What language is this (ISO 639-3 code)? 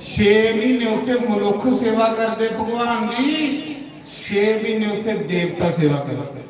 doi